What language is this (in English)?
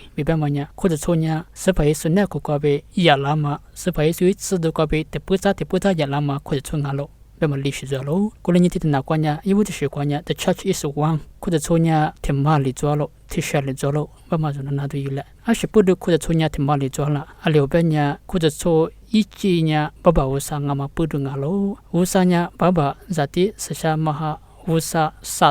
Lisu